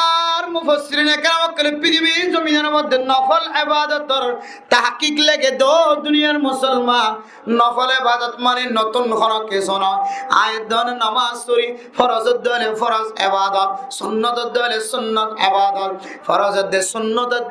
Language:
Rohingya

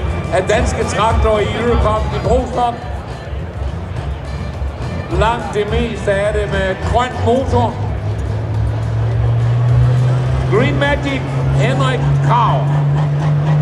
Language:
Danish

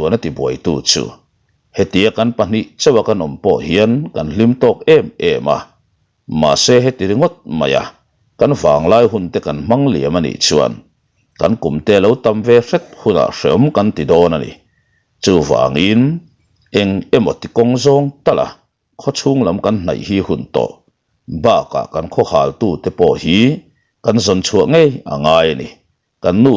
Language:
Mizo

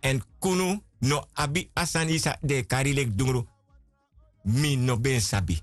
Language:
Sranan Tongo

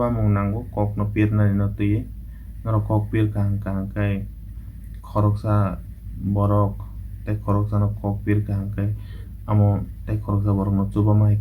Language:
Kok Borok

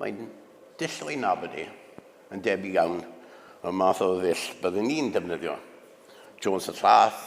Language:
Welsh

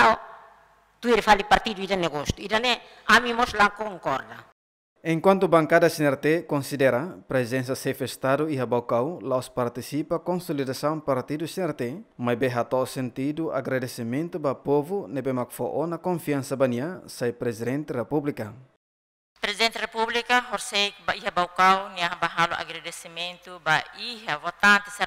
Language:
Tetum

